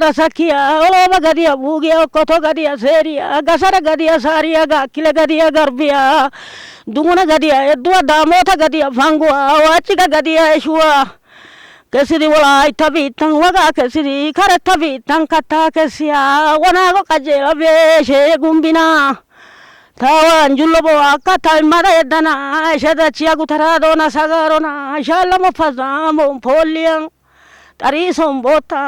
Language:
Wolaytta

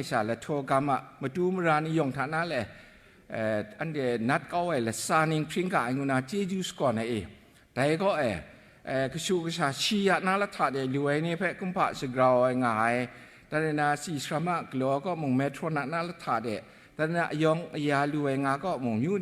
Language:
Kachin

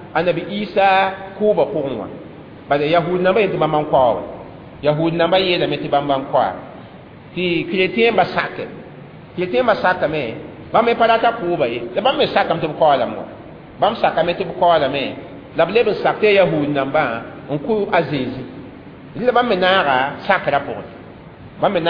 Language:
Mossi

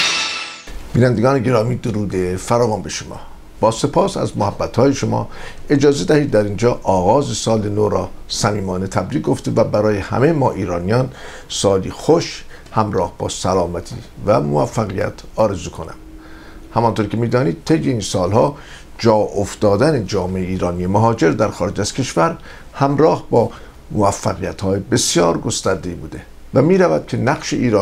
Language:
Persian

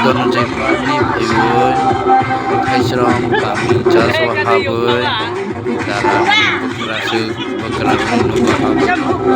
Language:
Kok Borok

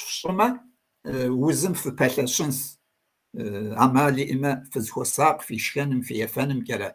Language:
Kabardian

